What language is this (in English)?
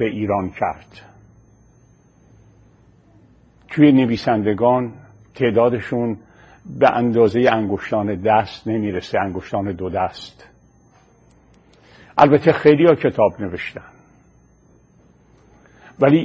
Persian